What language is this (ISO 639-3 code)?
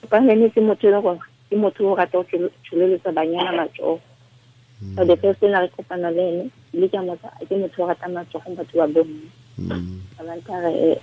tsn